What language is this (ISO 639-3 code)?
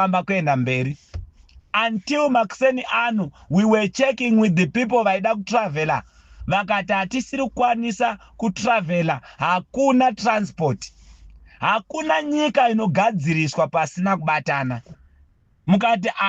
sna